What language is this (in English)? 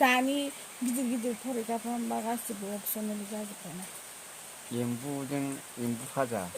Bodo